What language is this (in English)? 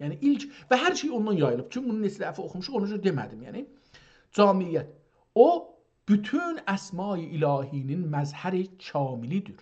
South Azerbaijani